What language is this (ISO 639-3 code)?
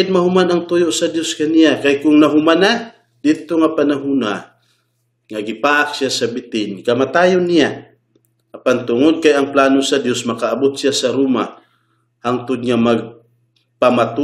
ceb